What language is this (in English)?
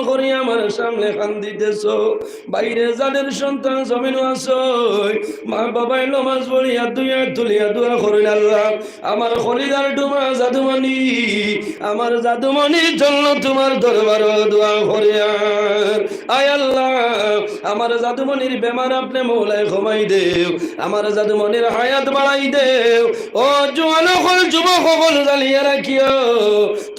Sylheti